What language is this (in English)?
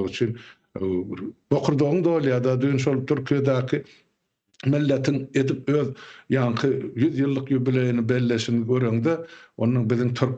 Turkmen